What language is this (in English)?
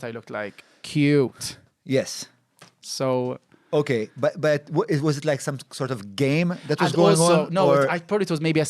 English